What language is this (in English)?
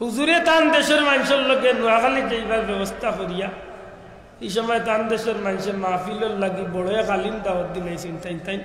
Sylheti